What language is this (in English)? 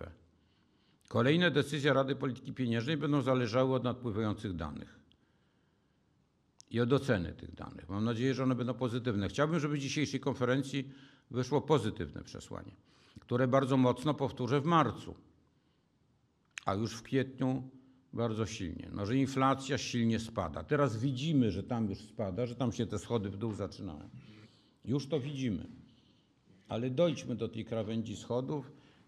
Polish